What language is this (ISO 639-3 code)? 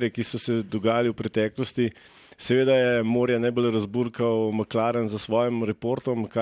slv